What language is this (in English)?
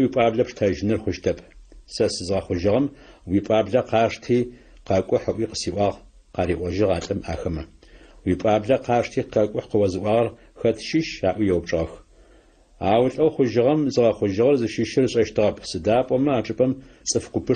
Adyghe